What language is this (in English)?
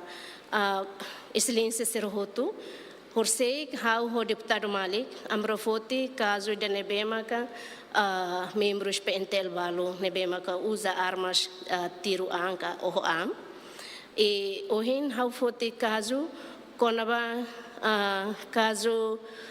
Tetum